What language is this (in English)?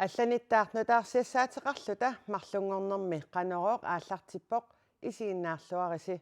Kalaallisut